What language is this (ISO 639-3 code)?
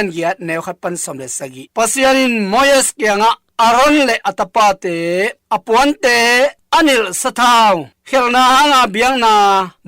ctd